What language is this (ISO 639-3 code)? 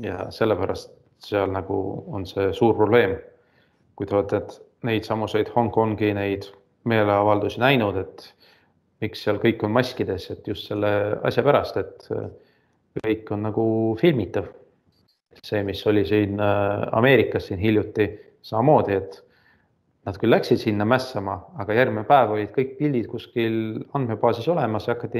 est